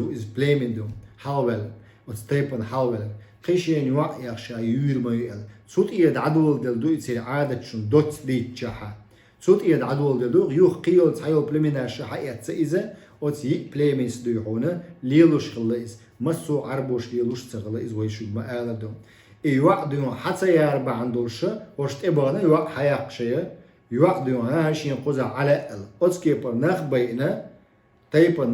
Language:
Chechen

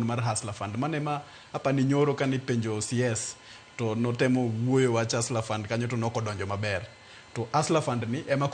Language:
Luo (Kenya and Tanzania)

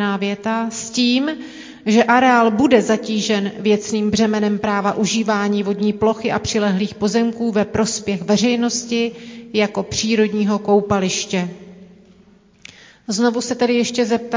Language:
Czech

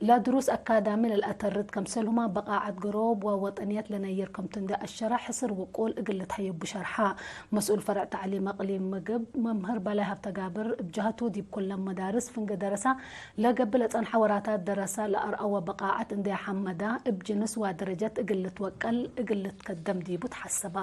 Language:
Tigre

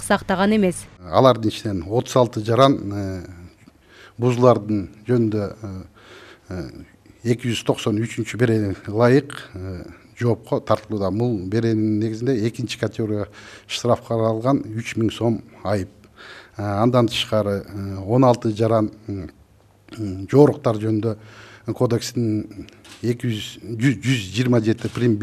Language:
Kyrgyz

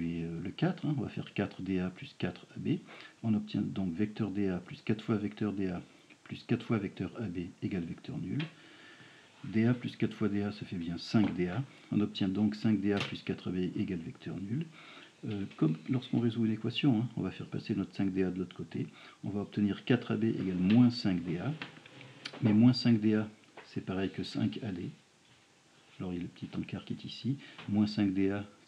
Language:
French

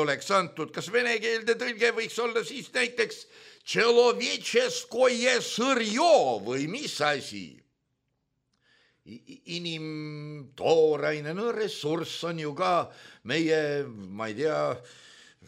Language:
Estonian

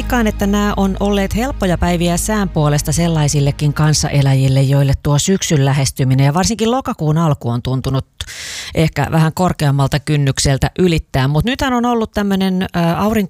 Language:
Finnish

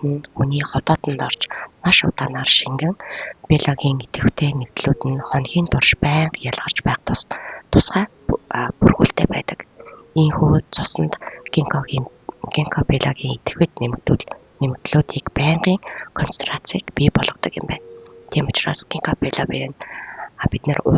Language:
Mongolian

